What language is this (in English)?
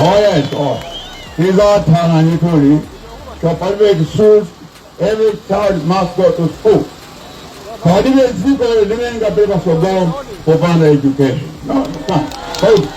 Nyanja